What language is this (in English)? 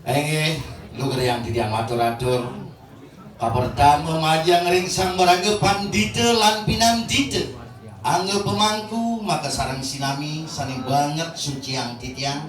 Balinese